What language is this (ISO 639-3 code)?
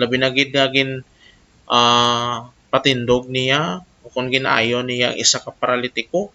hil